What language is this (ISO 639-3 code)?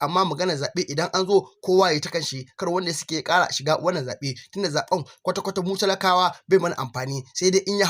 hau